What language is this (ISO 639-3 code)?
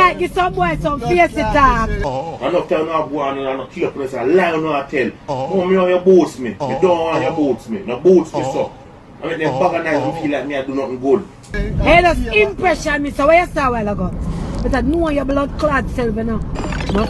jam